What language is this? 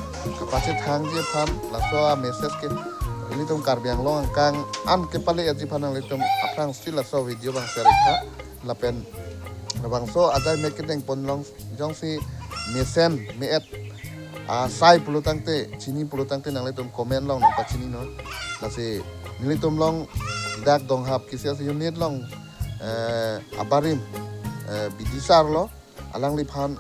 Karbi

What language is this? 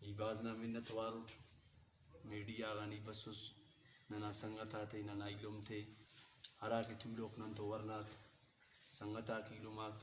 Brahui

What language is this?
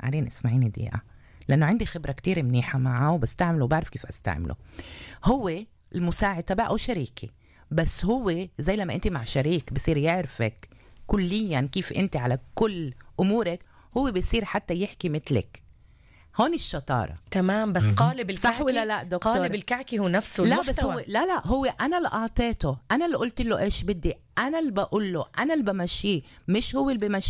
North Levantine Arabic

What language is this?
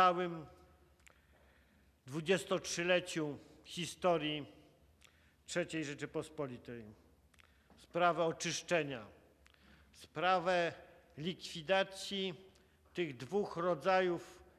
Polish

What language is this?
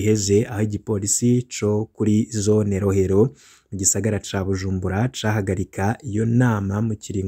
Rundi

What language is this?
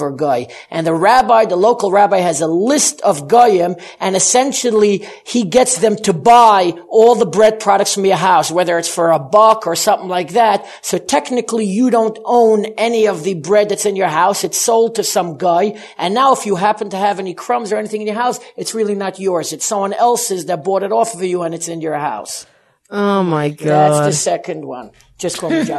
English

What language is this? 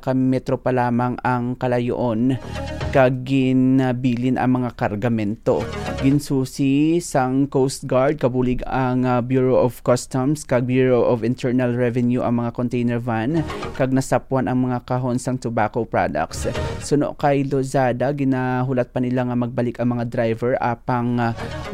Hiligaynon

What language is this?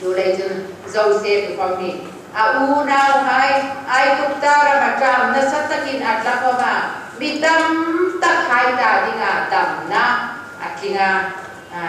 Hmar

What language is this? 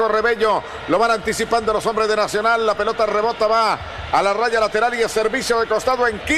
Spanish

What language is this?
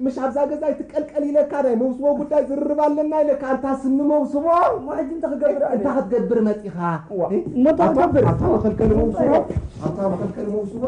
Tigrinya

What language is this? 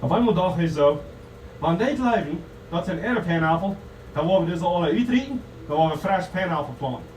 Plautdietsch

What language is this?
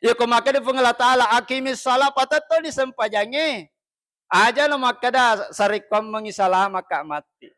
Buginese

